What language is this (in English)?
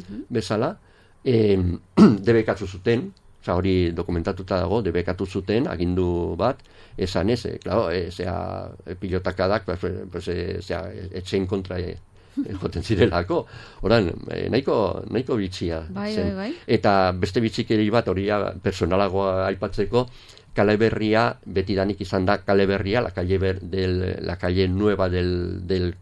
Basque